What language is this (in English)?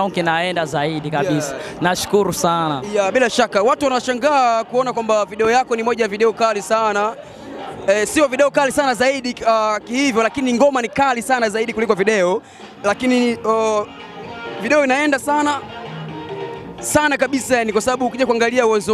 Swahili